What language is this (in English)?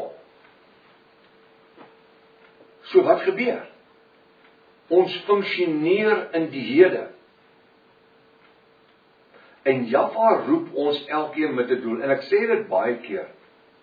Afrikaans